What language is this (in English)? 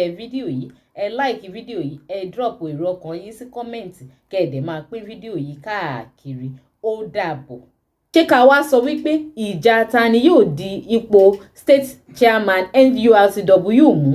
Yoruba